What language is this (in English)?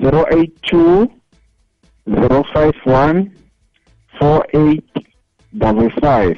South Ndebele